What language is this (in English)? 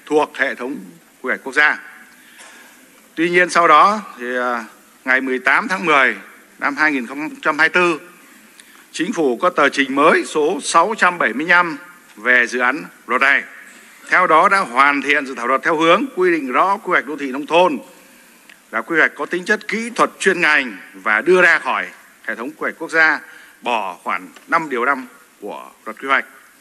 Vietnamese